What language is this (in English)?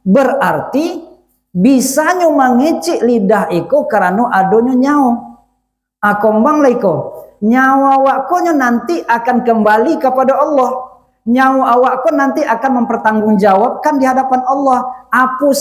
Minangkabau